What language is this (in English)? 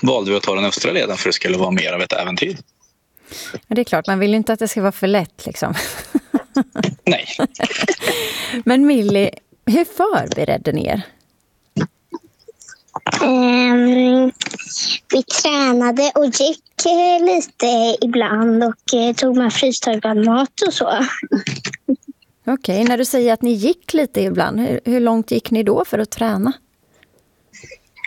Swedish